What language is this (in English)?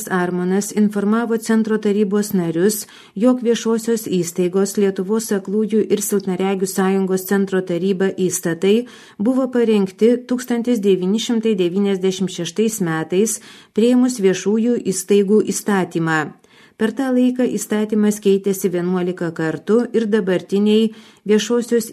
Lithuanian